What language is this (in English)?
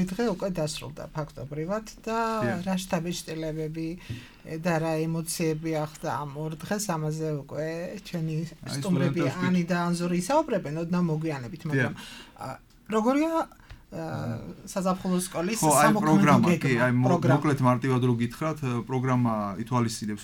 Georgian